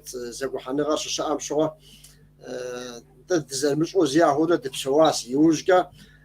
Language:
Kabardian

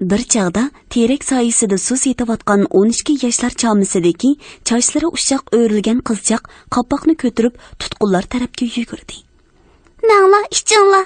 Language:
Uyghur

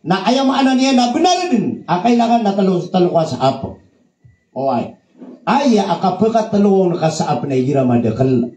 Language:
Maranao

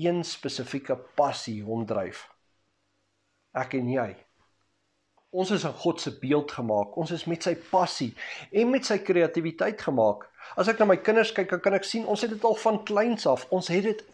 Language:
Afrikaans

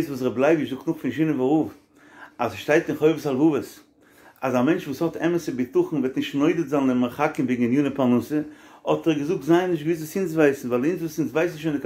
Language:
Yiddish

